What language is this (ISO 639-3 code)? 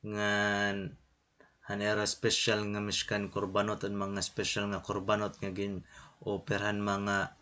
war